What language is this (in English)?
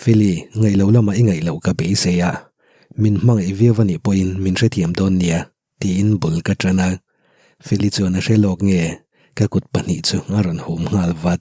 Mizo